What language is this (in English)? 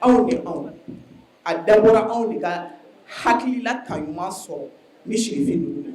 Bambara